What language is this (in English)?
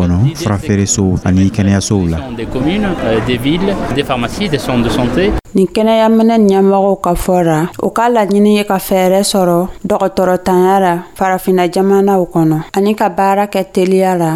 Dyula